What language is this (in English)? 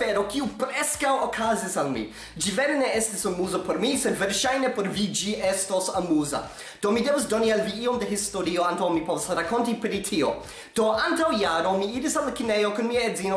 Esperanto